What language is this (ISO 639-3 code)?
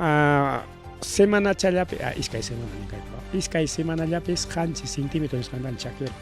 quy